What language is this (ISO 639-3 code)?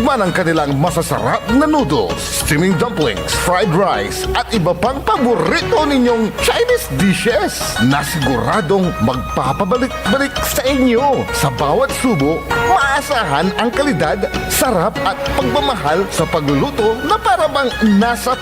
pag